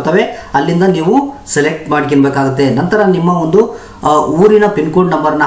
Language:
Kannada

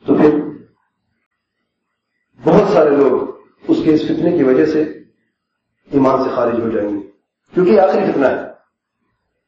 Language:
Urdu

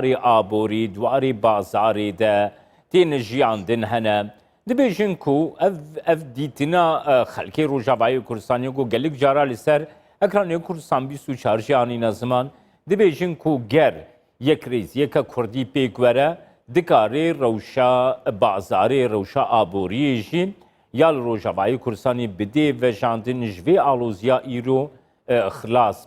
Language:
Kurdish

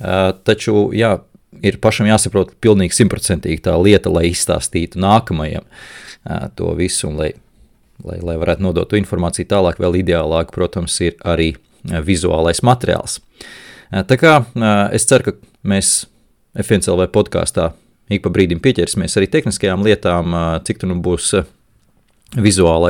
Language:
Latvian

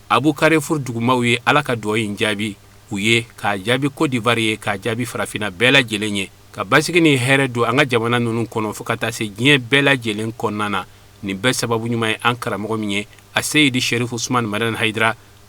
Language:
Bambara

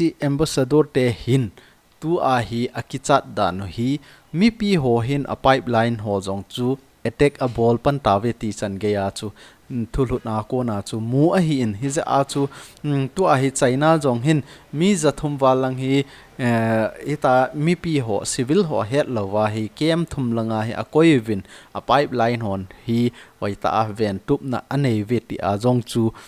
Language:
Thado Chin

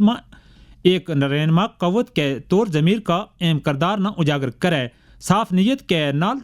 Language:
Gujari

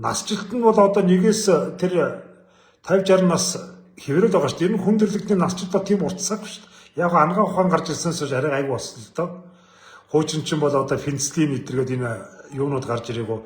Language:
Mongolian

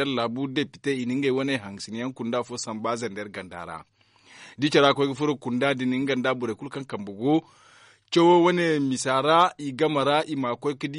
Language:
Zarma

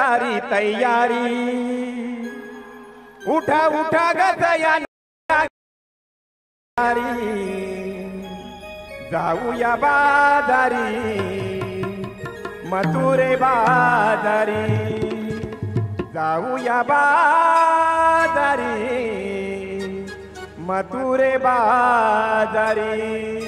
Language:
Marathi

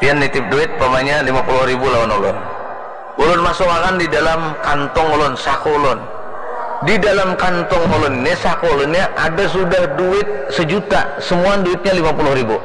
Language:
Banjar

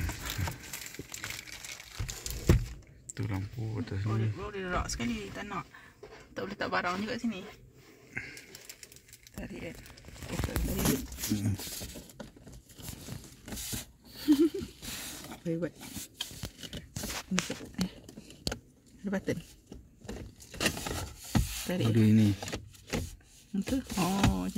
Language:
Malay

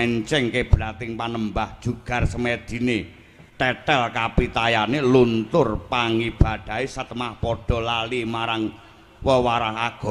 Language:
Javanese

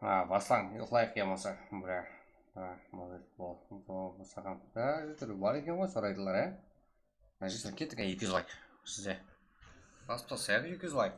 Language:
Kara-Kalpak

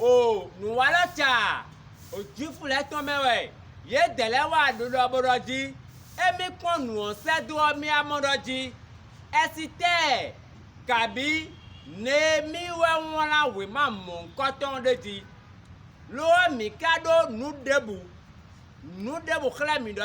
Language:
Fon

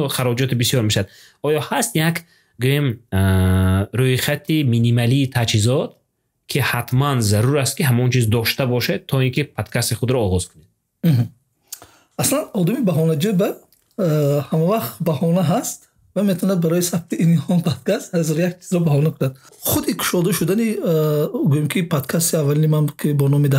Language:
Tajik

